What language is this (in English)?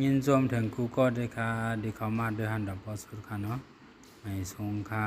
Shan